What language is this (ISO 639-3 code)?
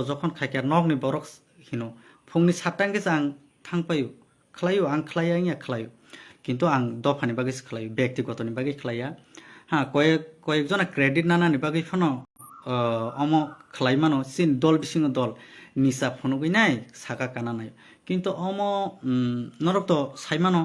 trp